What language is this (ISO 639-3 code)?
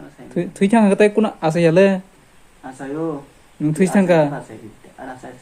trp